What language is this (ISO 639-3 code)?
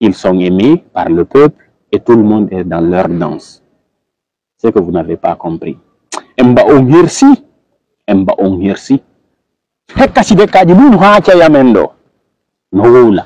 ful